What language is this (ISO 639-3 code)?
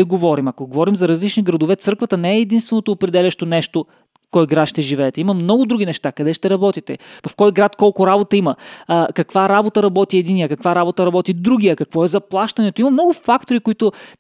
bul